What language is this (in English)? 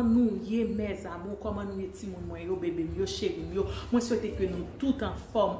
Haitian Creole